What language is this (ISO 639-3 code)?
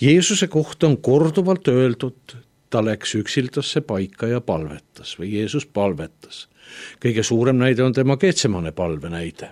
est